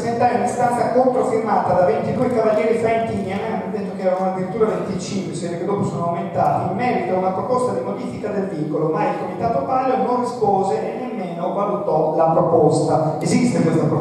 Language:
Italian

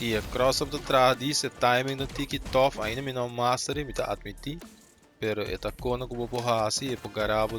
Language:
Papiamento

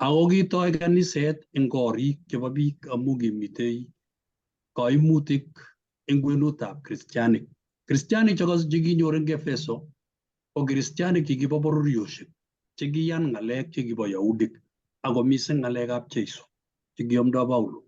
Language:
Kalenjin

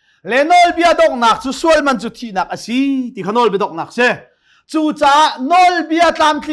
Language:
Hakha Chin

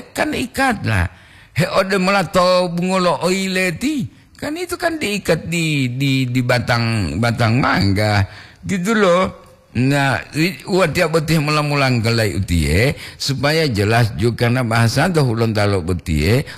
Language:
Gorontalo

